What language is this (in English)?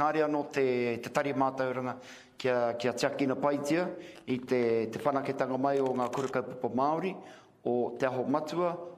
Māori